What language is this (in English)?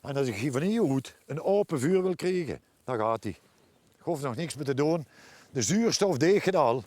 Limburgish